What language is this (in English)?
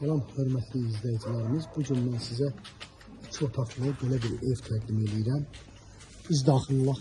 Azerbaijani